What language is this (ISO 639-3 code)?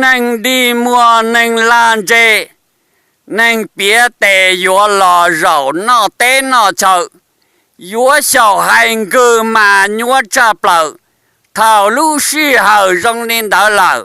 hmn